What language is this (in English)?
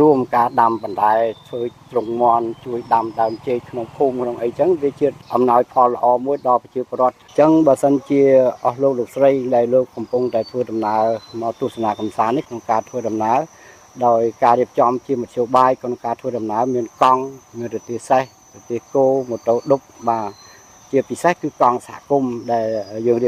Khmer